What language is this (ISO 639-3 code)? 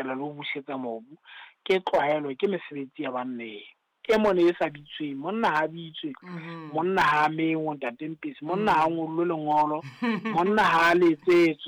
sot